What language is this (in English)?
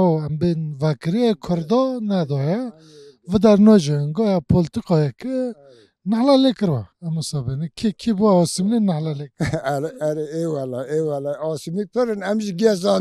Kurdish